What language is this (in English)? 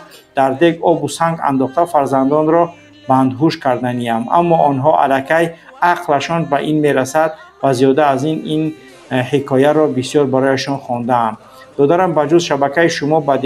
Tajik